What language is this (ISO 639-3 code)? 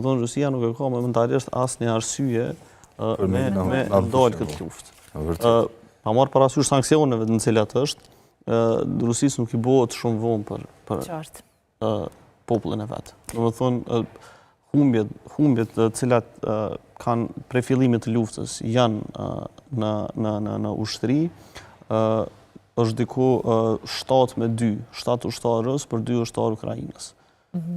sqi